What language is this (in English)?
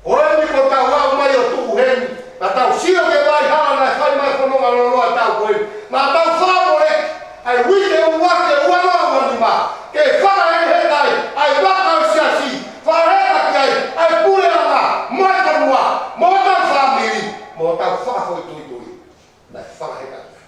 Tongan